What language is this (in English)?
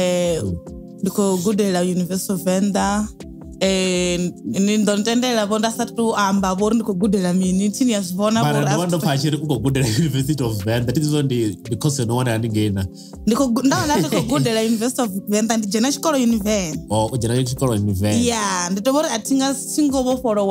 Venda